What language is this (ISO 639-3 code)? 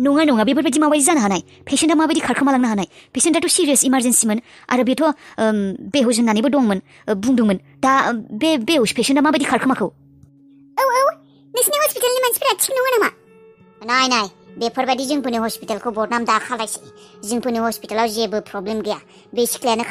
brx